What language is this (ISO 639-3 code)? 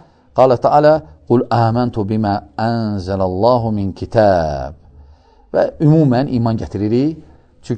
aze